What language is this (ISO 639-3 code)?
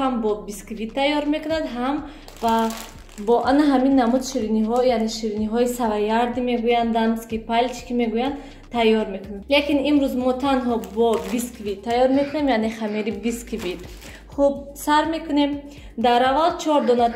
tgk